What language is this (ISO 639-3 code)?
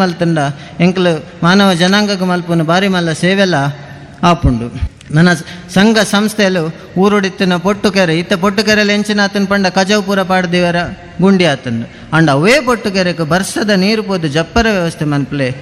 tcy